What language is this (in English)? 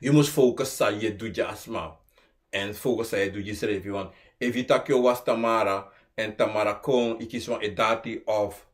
Sranan Tongo